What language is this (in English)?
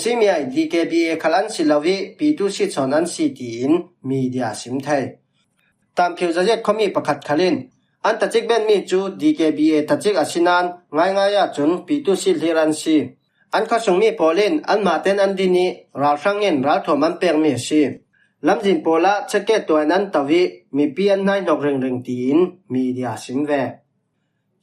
Falam Chin